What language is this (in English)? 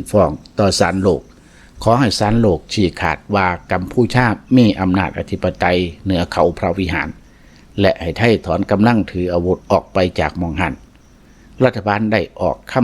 Lao